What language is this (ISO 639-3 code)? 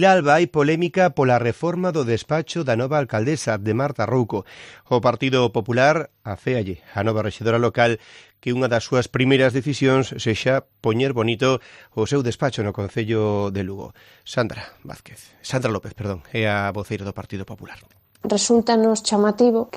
glg